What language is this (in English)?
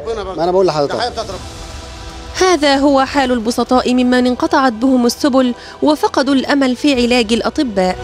Egyptian Arabic